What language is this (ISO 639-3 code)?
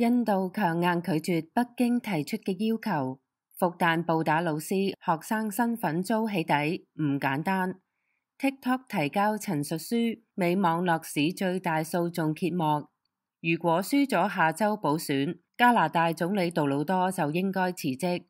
yue